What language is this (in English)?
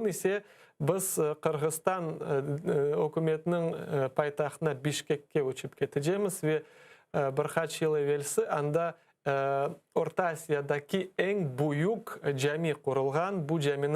Crimean Tatar